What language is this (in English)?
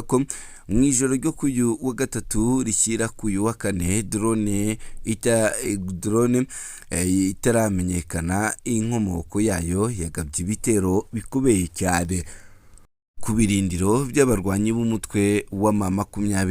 Kinyarwanda